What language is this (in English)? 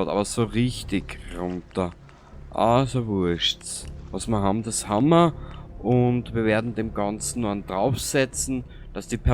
Bavarian